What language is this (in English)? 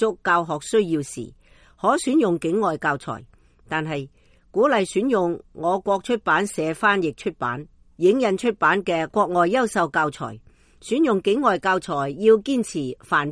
Cantonese